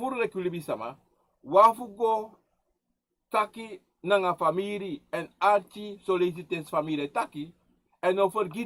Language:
Sranan Tongo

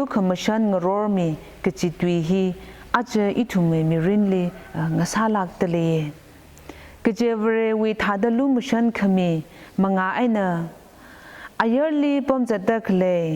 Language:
Tangkhul Naga (India)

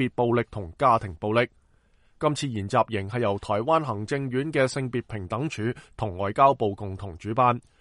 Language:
Cantonese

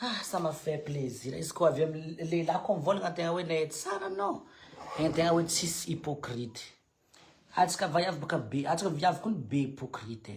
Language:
Malagasy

